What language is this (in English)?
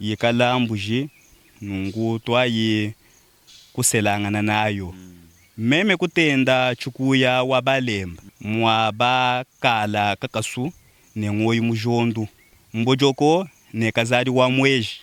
Luba-Lulua